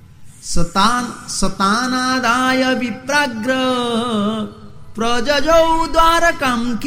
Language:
Odia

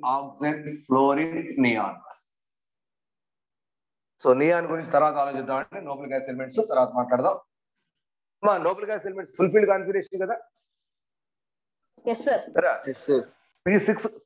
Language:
Telugu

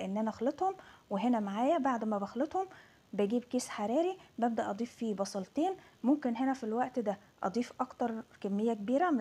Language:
Egyptian Arabic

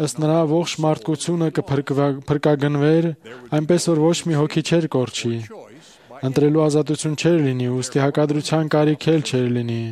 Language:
Armenian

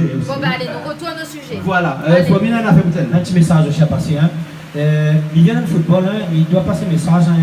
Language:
Réunion Creole French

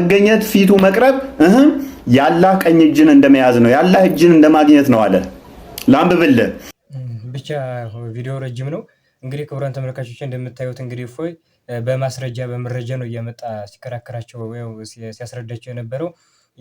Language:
Amharic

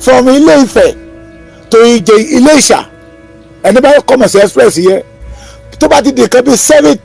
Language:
Yoruba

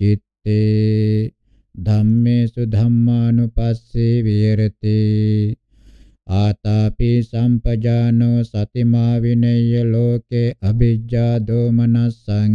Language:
Pali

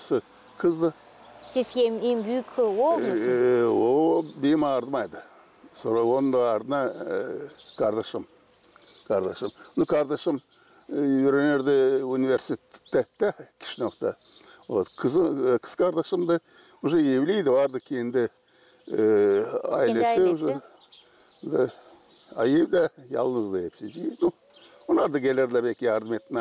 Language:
Gagauz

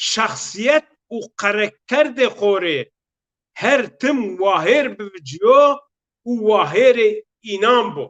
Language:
Zaza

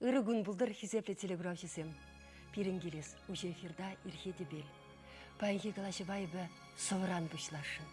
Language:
Chuvash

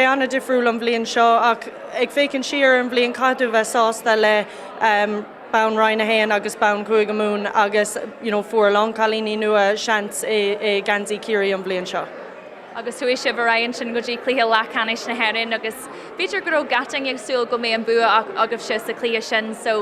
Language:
Irish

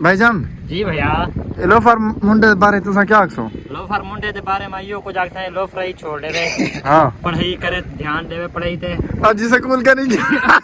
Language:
Saraiki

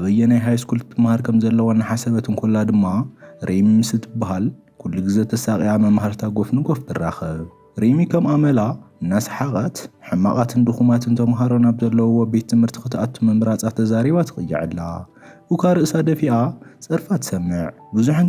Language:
Tigrinya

